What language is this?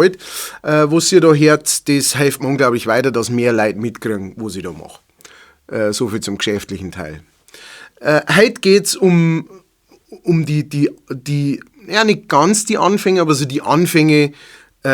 Bavarian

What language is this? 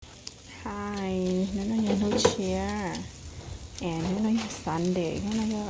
Hmong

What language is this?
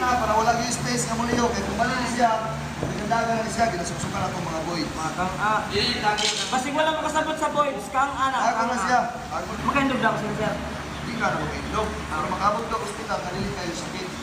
Cebuano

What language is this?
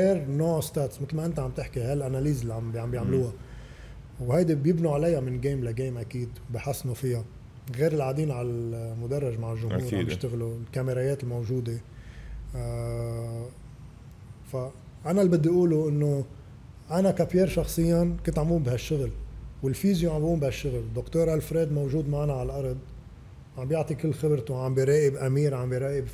North Levantine Arabic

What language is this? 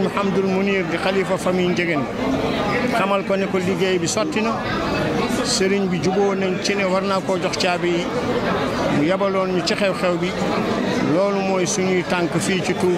Wolof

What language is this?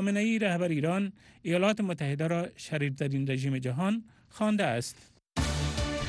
Persian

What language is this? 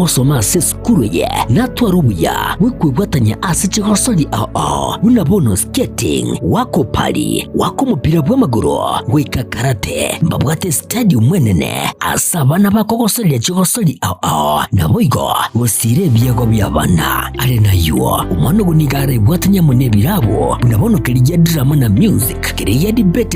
Gusii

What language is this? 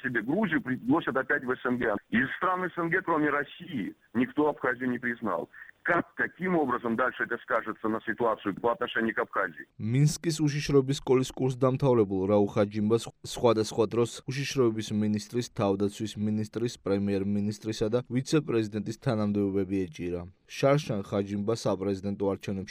Georgian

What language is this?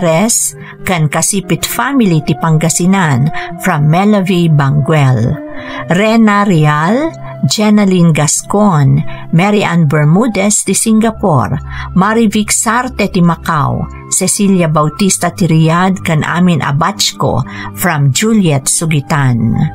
Iloko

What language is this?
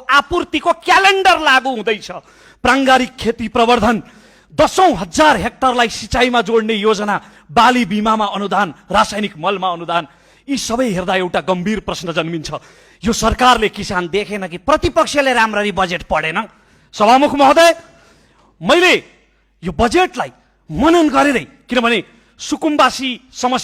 Nepali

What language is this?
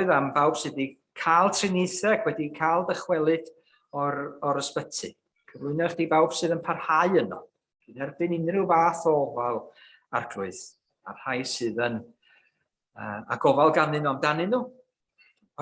Welsh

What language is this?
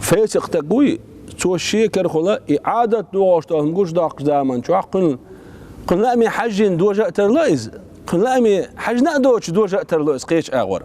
Chechen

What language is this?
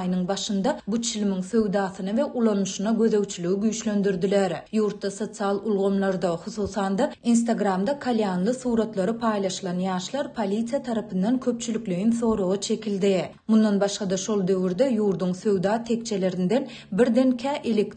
Turkmen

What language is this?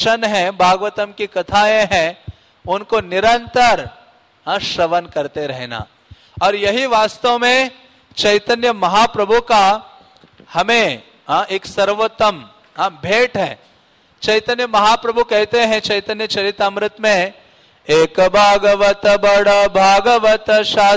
Hindi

